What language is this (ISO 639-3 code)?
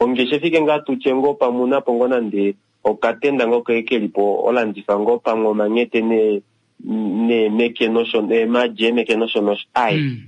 kua